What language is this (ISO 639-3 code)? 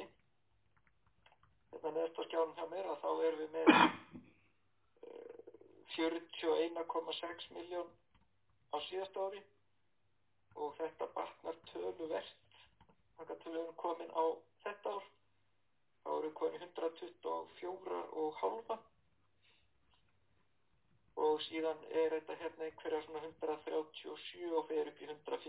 isl